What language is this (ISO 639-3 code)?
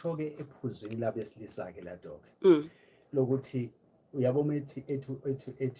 zul